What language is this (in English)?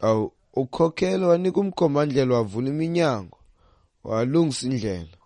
Xhosa